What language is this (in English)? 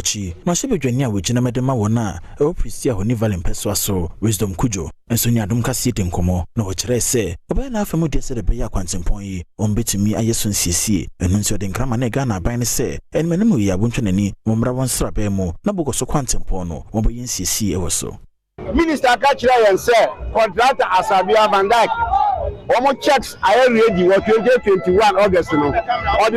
Akan